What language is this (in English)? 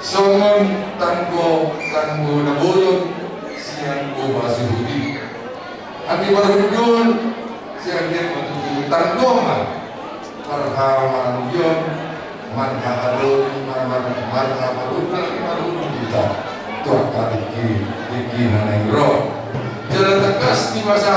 Batak Toba